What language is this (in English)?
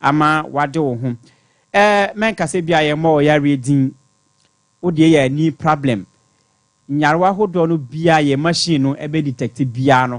Akan